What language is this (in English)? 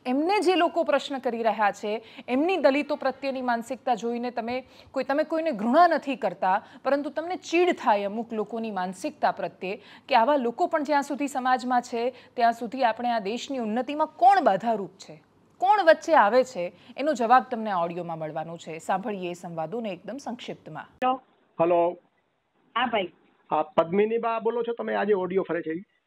Gujarati